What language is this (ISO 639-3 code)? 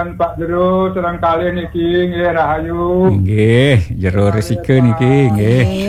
ban